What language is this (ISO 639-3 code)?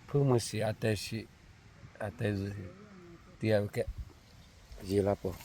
lhu